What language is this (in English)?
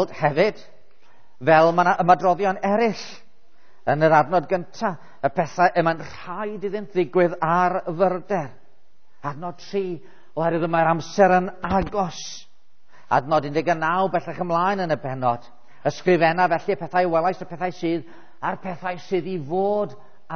Welsh